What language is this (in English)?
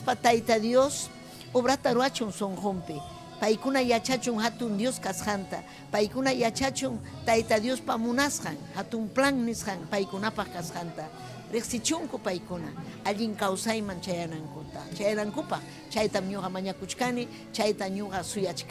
Ayacucho Quechua